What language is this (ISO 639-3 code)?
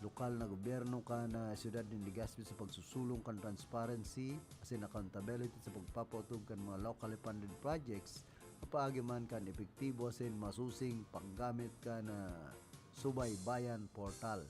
bik